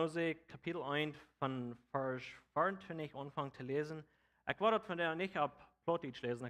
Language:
Plautdietsch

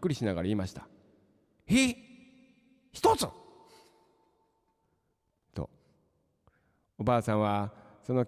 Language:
Japanese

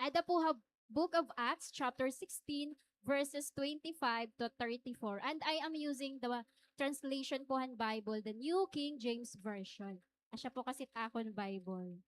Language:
Waray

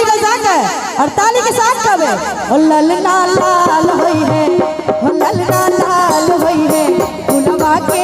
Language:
Maithili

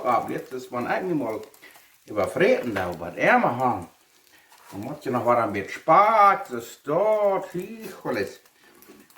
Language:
Plautdietsch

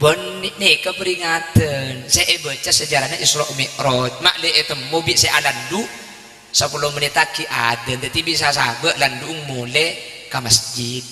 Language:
Madurese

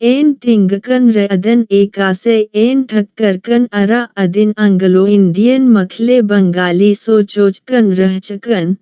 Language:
Kurukh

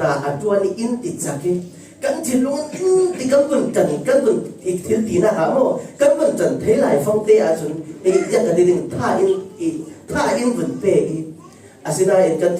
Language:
Falam Chin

